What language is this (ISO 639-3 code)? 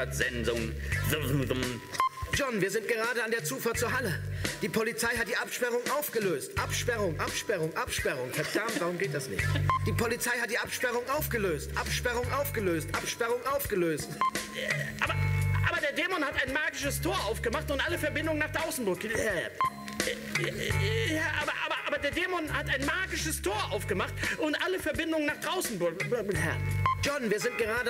deu